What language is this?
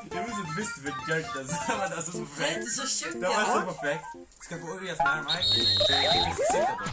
Faroese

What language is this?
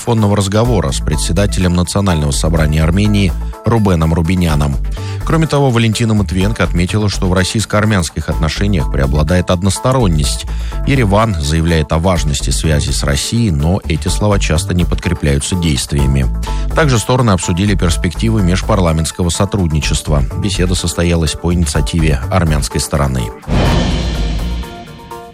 Russian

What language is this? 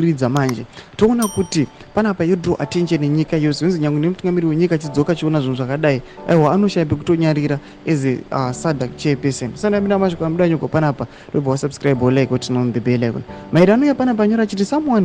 Shona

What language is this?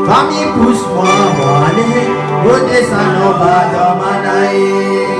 Réunion Creole French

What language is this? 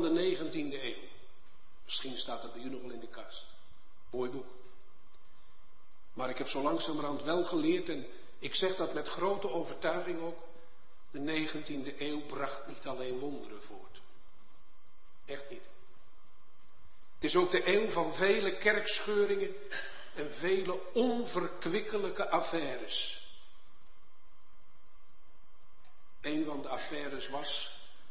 Dutch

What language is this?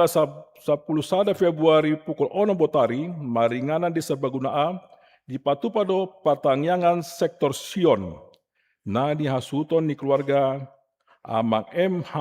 Batak Toba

